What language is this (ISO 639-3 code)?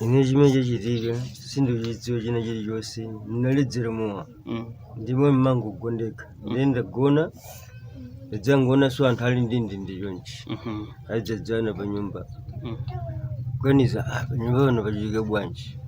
nya